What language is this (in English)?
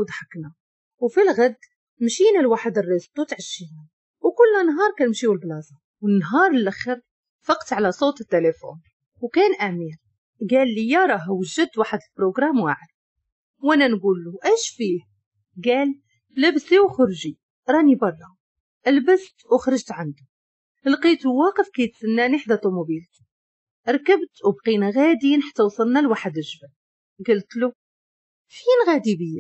Moroccan Arabic